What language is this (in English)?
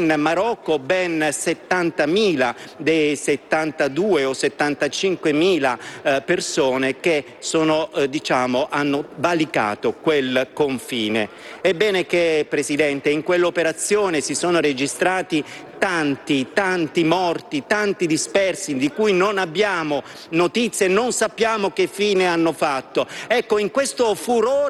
Italian